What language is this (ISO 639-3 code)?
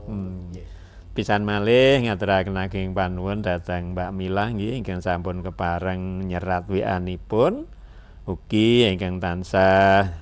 jav